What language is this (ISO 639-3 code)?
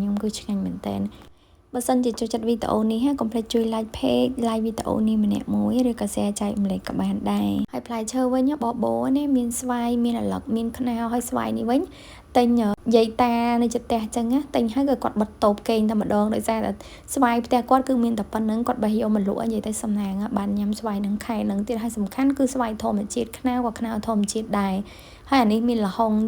khm